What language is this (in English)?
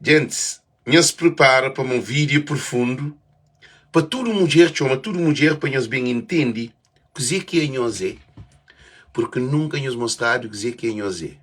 Kabuverdianu